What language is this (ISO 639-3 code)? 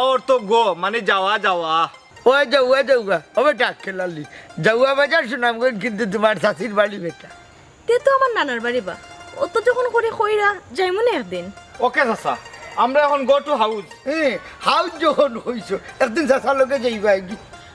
syl